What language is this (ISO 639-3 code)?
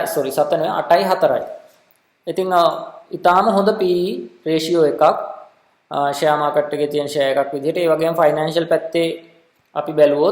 sin